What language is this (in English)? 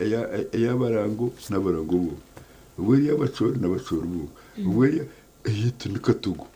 Nyankole